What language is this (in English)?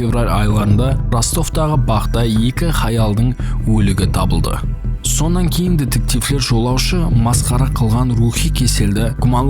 Kara-Kalpak